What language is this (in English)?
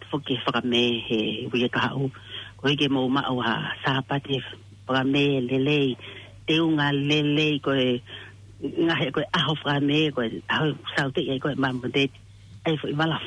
Tongan